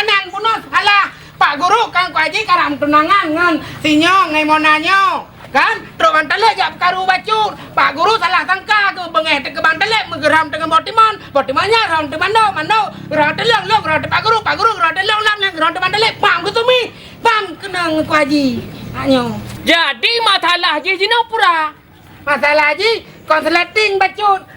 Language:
Achinese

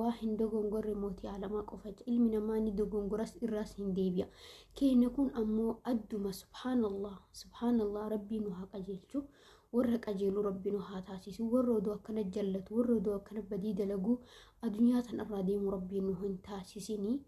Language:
Oromo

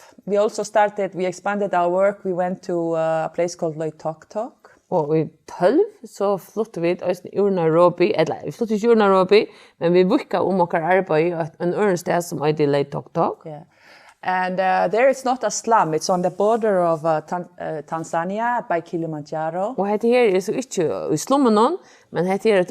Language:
Faroese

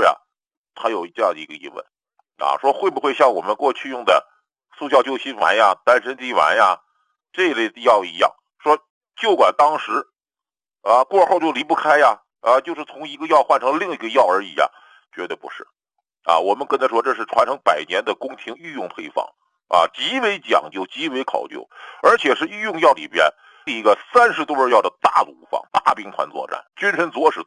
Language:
Chinese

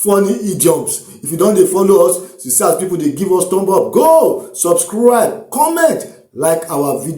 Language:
Nigerian Pidgin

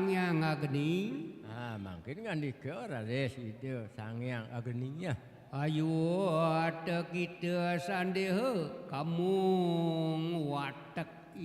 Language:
Balinese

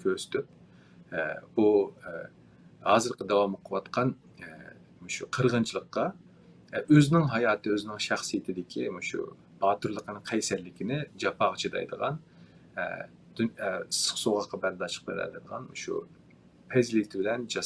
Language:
Uyghur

